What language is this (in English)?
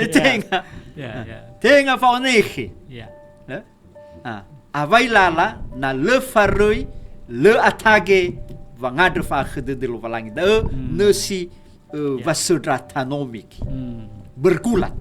Nias